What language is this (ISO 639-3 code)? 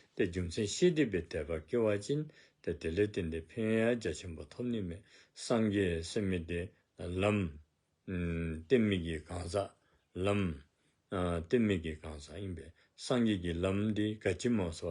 dzo